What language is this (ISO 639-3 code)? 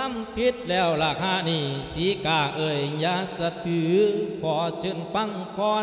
lao